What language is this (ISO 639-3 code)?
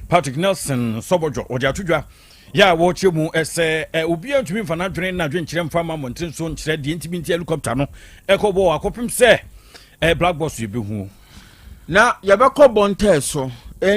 aka